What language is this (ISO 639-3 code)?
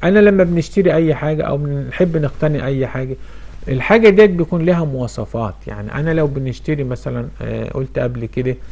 arz